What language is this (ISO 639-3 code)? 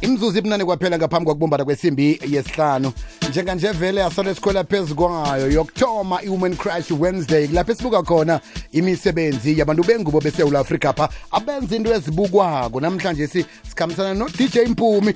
nbl